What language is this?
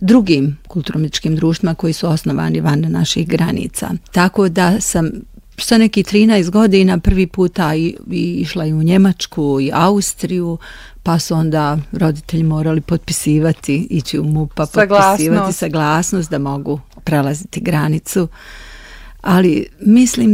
Bosnian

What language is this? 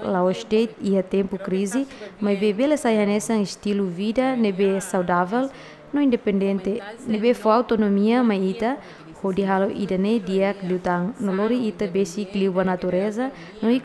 Tetum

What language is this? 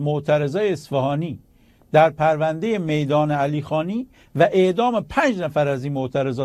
Persian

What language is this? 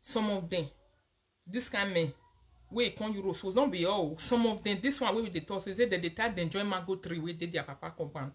Nigerian Pidgin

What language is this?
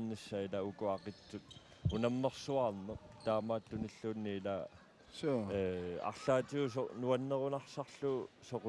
Kalaallisut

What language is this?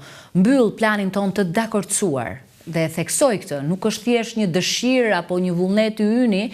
Albanian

